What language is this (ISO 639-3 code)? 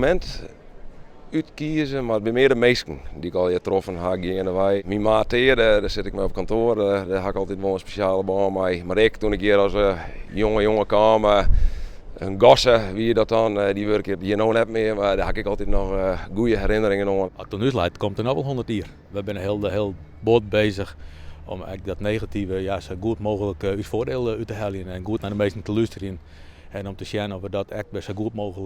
fry